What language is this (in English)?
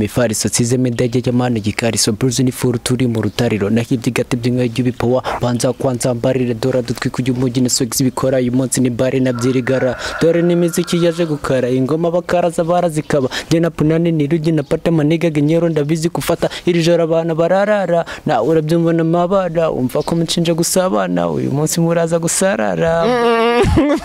Kinyarwanda